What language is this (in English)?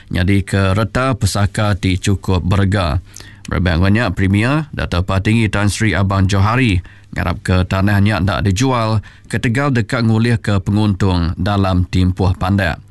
Iban